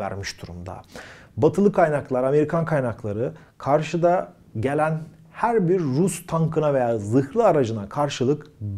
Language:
Turkish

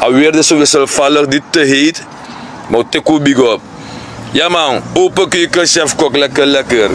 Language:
Sranan Tongo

